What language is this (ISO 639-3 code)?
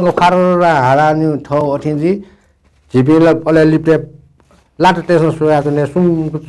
new